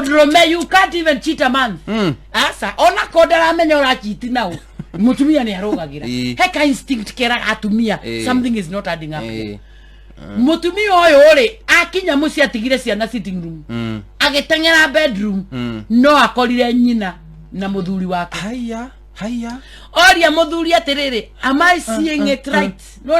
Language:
Kikuyu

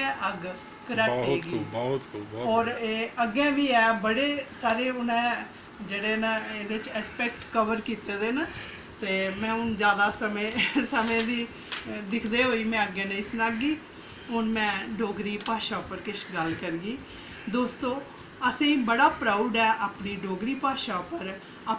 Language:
Dogri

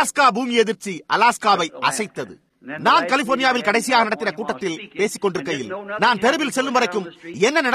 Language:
Tamil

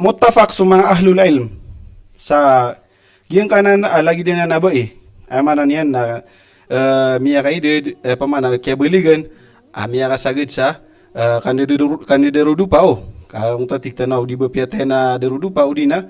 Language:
Maranao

